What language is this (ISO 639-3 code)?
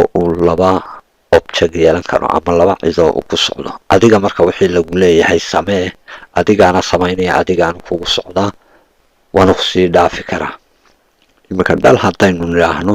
som